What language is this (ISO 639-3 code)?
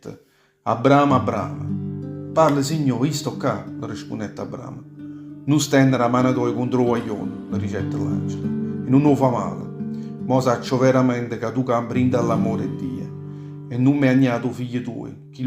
nap